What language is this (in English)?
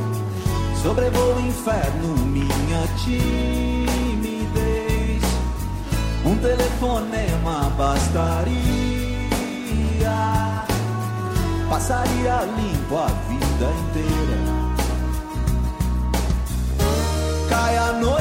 Portuguese